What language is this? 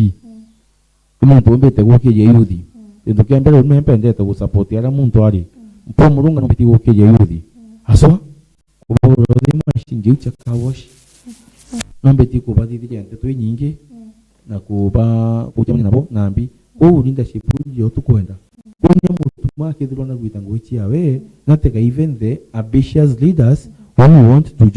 Meru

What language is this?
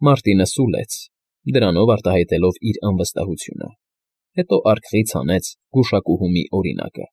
Armenian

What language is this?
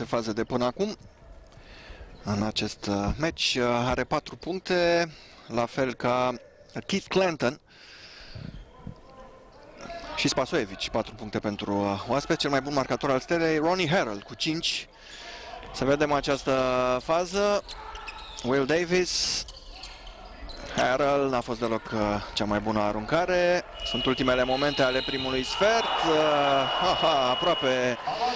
Romanian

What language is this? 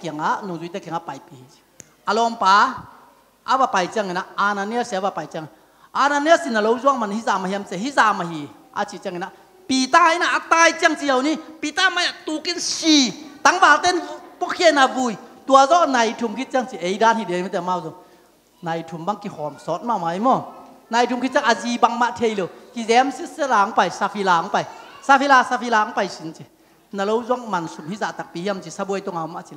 Tedim Chin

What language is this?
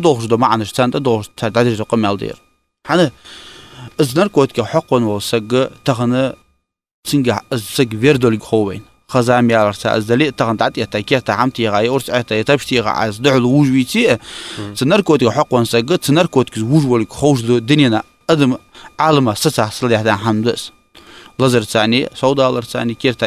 Ingush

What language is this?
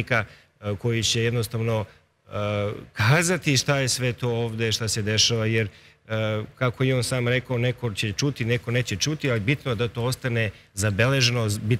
Serbian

